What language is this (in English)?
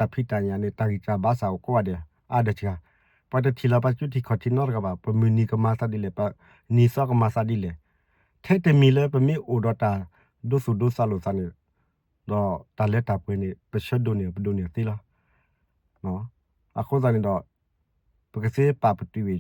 S'gaw Karen